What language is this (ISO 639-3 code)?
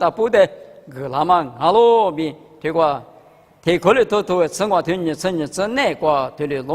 lis